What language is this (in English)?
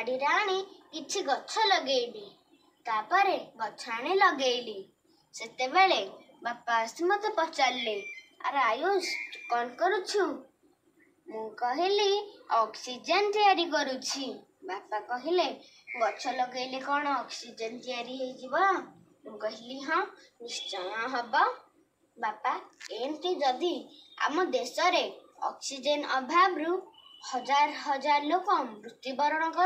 Odia